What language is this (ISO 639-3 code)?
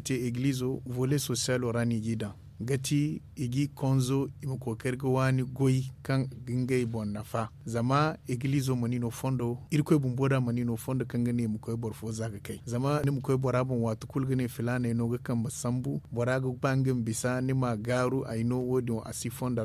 dje